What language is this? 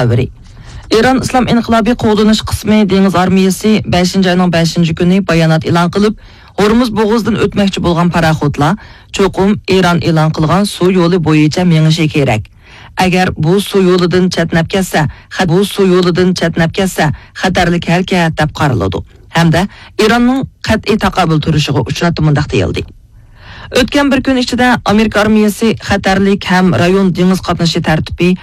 Uyghur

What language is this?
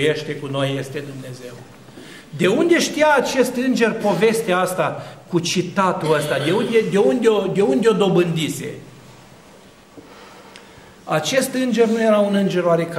Romanian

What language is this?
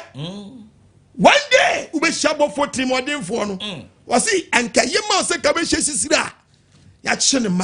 Akan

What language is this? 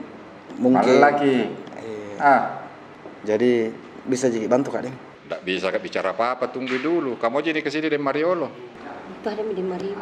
Makassar Malay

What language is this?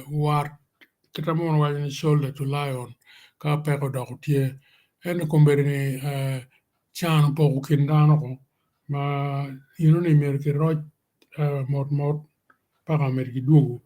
Acoli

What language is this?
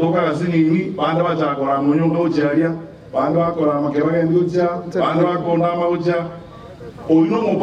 Gusii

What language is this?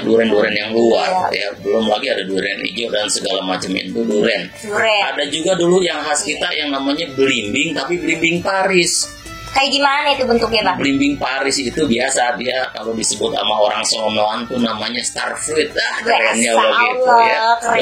Betawi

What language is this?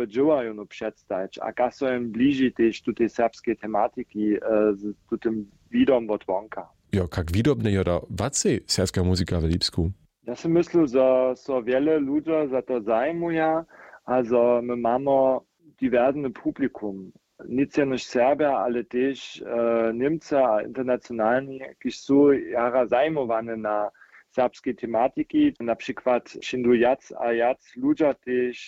Upper Sorbian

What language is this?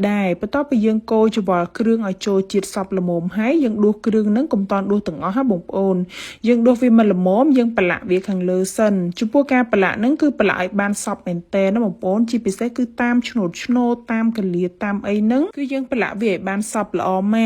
Khmer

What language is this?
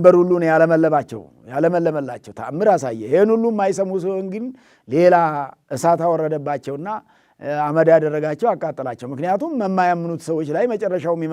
Amharic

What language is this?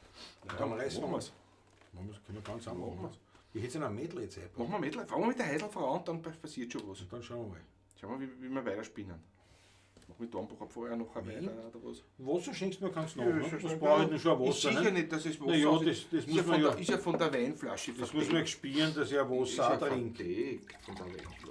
Bavarian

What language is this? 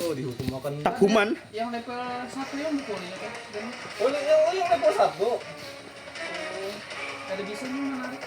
Banjar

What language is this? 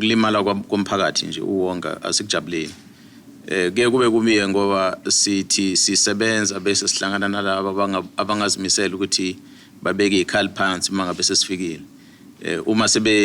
Zulu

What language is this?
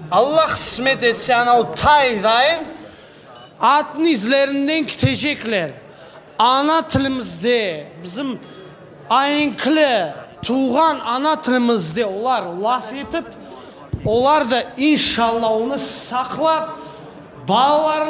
Crimean Tatar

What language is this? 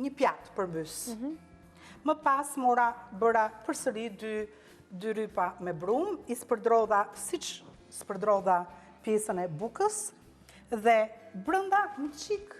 Albanian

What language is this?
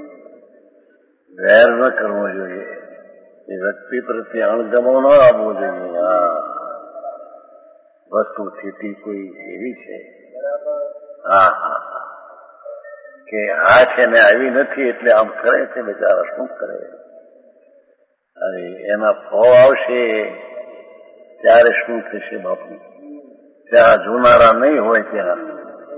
Gujarati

